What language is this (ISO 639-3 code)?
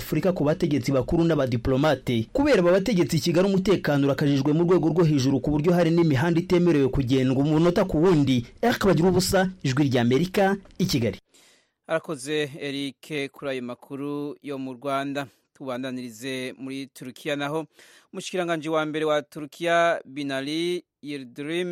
kin